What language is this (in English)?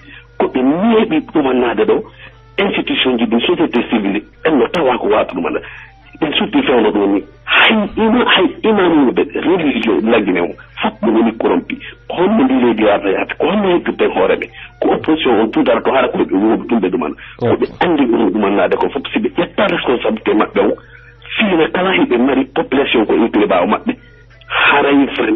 Pular